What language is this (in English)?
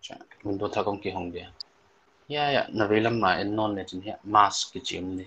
Paite Chin